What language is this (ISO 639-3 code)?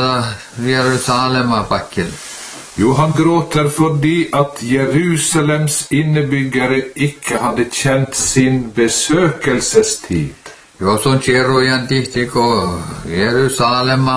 nor